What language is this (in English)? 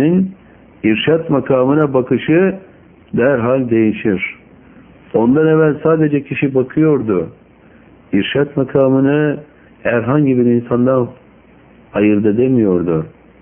Turkish